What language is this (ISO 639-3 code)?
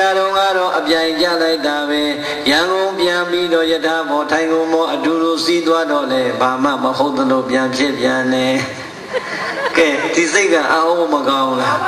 mya